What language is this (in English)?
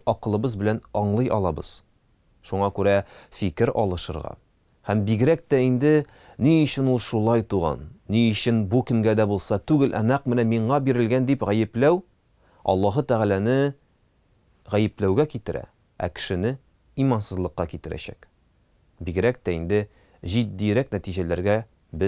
Tatar